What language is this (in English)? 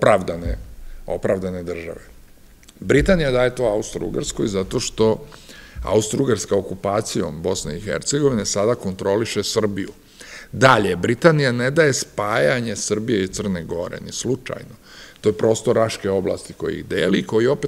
Serbian